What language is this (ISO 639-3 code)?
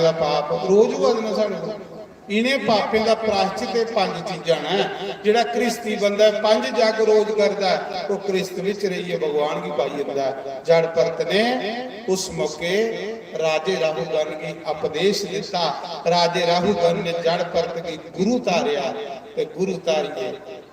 doi